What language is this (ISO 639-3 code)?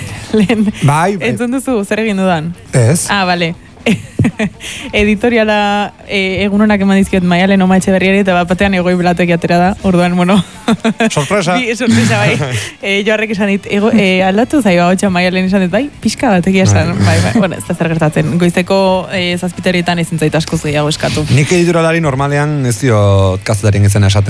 eus